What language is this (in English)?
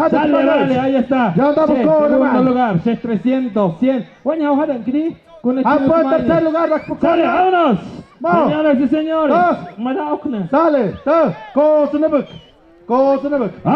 Tlahuitoltepec Mixe